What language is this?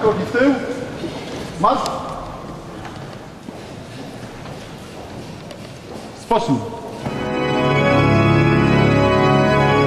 Polish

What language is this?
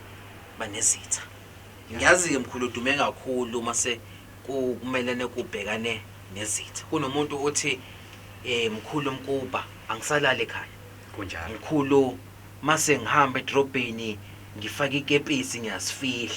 Zulu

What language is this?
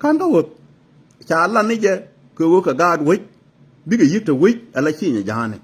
Nuer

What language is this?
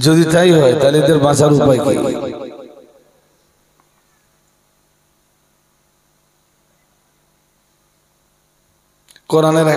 Bangla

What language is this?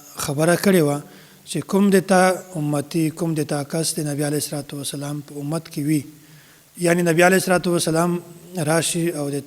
Pashto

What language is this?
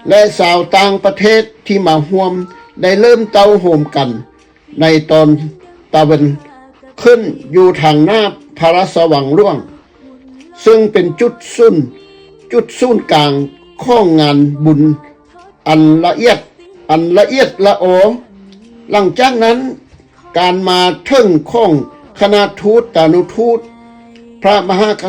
Lao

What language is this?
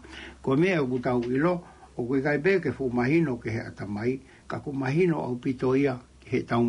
Tongan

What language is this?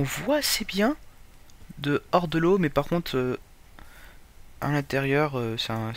French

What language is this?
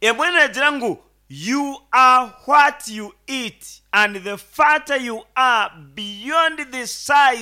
Nyankole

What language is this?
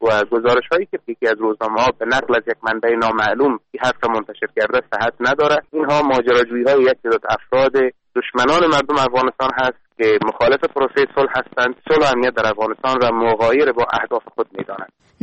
Persian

